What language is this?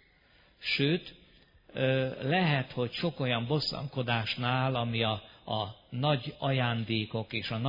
Hungarian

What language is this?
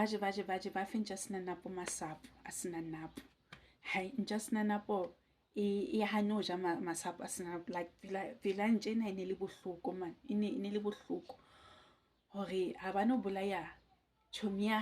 Southern Sotho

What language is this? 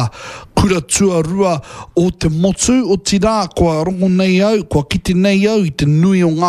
Māori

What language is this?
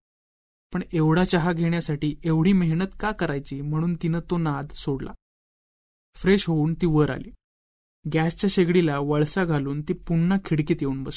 Marathi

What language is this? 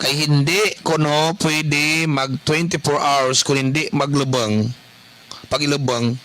Kinaray-a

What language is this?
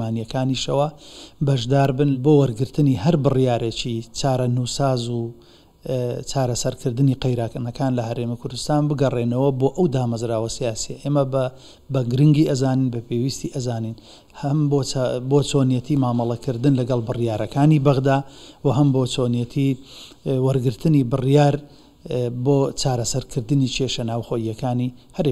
Central Kurdish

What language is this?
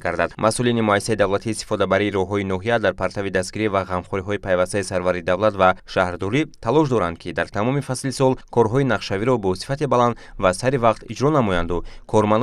Tajik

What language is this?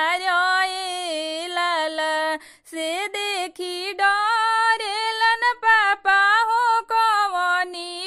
Bhojpuri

